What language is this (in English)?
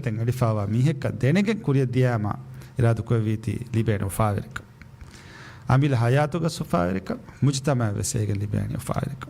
Divehi